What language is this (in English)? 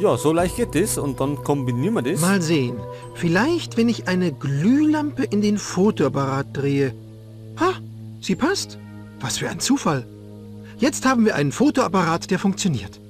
Bavarian